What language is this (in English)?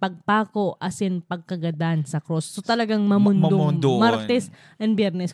Bikol